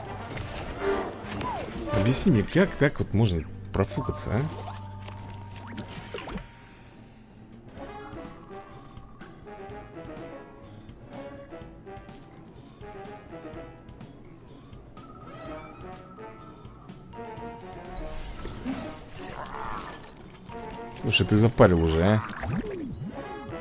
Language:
Russian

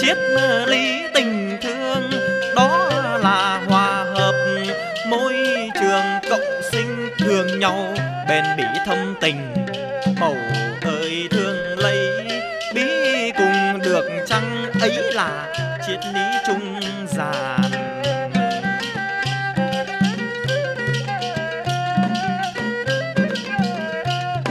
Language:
Vietnamese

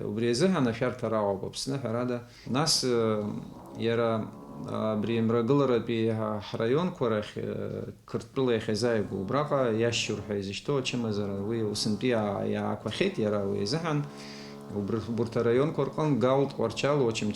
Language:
Abkhazian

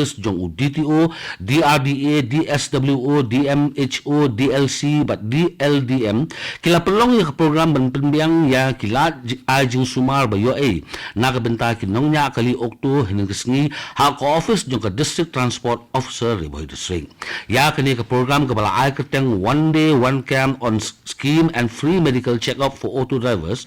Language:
Khasi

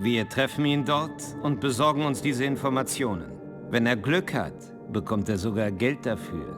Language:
Bavarian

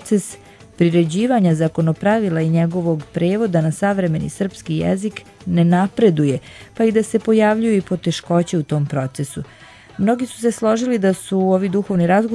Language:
Serbian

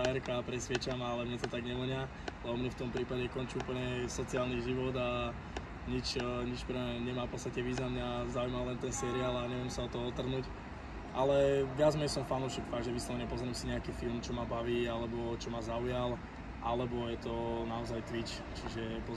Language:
Slovak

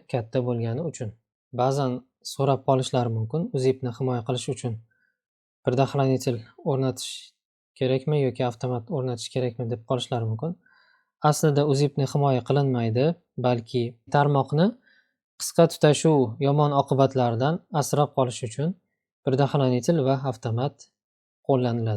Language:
Uzbek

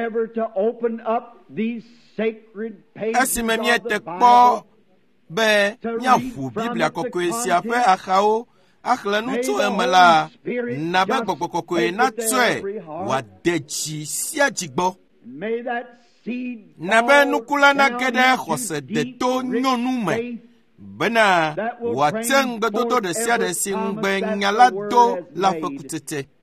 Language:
Ewe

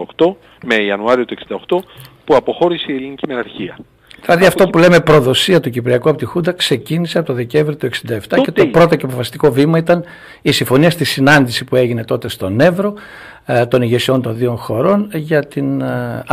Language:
Greek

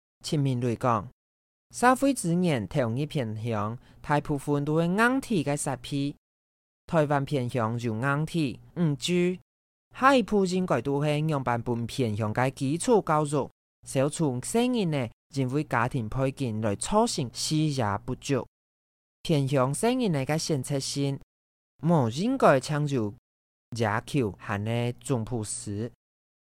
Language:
Hakka Chinese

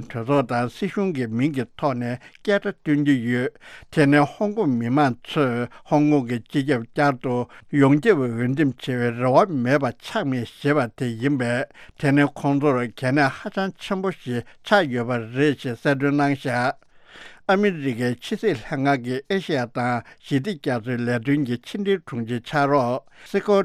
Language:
Tibetan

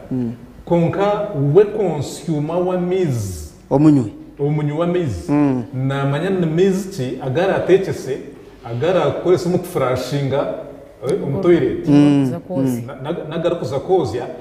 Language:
Nyankole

